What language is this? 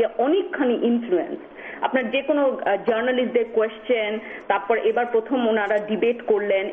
Bangla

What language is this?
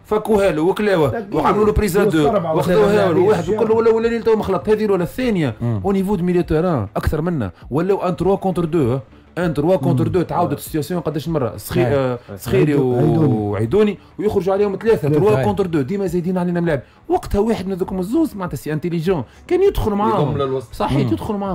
Tunisian Arabic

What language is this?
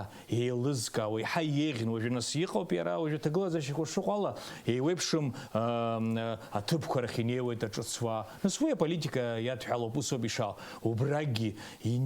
Abkhazian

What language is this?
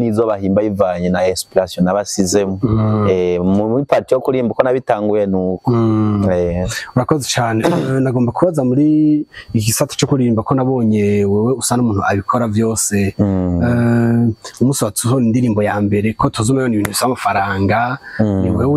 Rundi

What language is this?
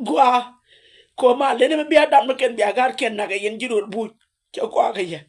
Nuer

